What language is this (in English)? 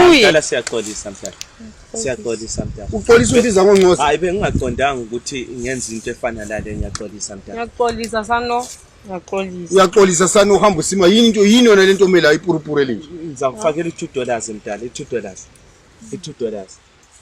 Zulu